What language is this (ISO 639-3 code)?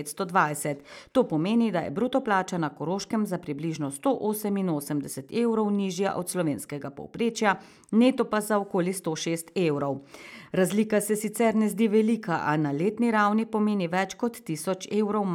slv